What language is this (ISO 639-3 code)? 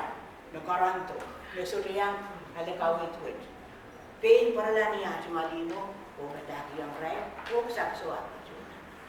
pon